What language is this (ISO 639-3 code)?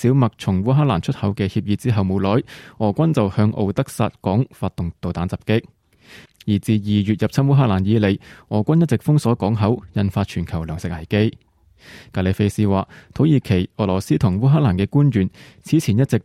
yue